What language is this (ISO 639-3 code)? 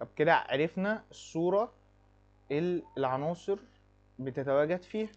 arz